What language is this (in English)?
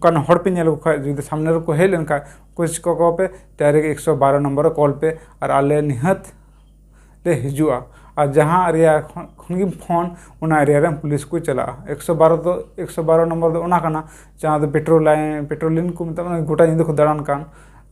Santali